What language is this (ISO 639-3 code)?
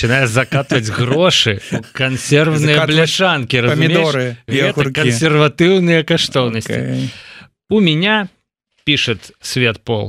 bel